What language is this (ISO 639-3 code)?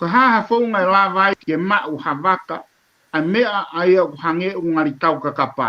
ton